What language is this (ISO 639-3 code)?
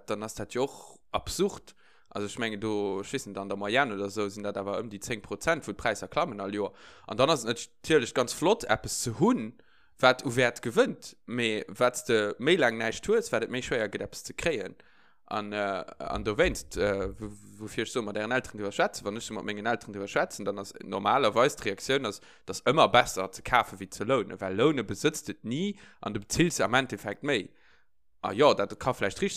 ltz